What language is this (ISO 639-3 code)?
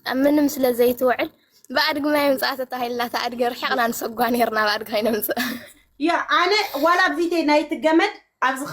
tir